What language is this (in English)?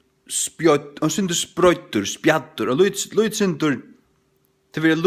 Faroese